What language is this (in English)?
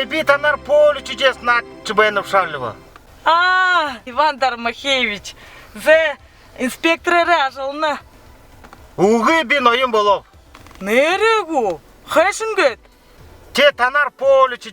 Buriat